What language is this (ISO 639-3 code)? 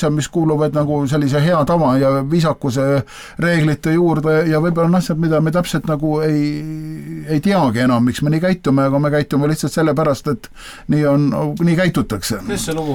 est